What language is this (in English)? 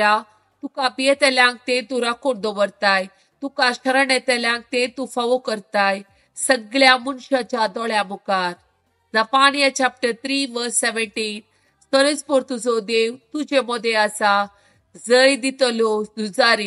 Konkani